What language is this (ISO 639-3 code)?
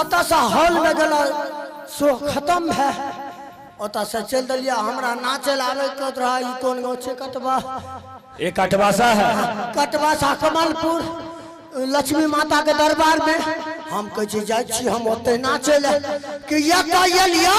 mai